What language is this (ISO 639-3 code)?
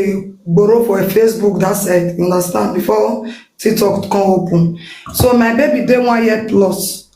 pcm